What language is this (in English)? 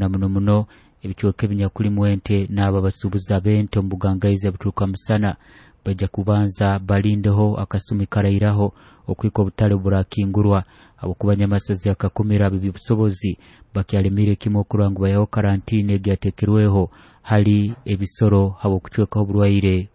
Nyoro